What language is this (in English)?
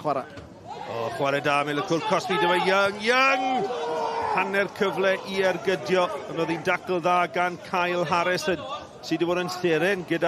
Welsh